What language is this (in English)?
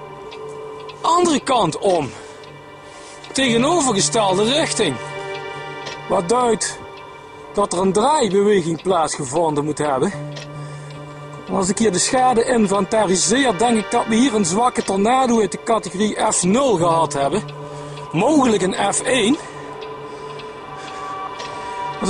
Dutch